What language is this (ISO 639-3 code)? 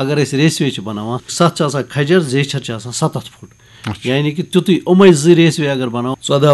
kas